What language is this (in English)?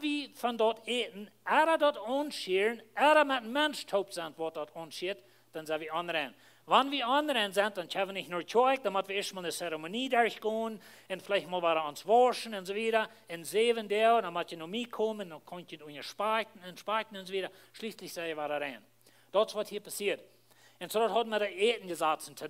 Plautdietsch